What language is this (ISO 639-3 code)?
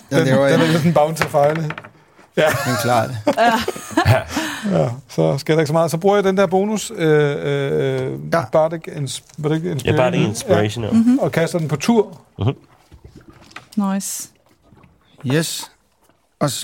dan